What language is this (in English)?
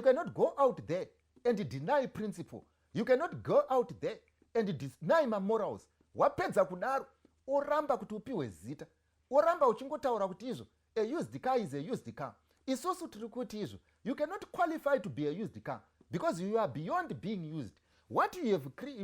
Shona